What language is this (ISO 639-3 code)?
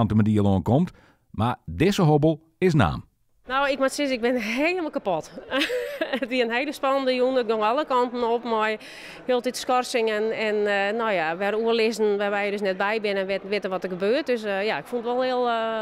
fry